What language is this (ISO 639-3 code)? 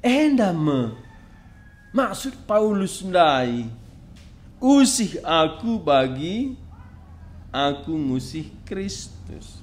btx